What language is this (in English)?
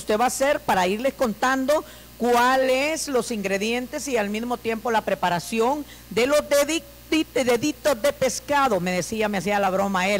Spanish